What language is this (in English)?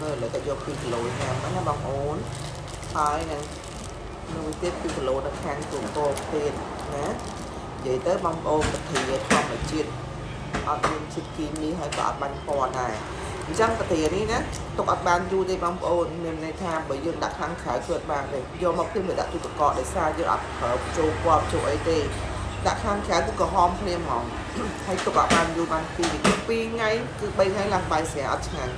Khmer